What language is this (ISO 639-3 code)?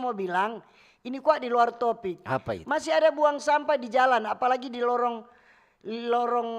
xmm